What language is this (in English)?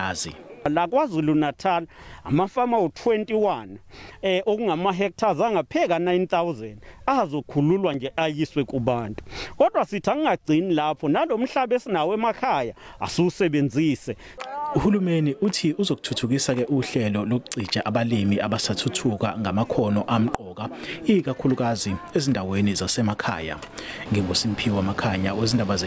Zulu